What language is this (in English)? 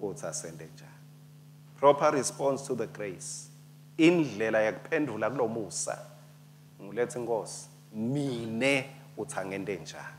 Swati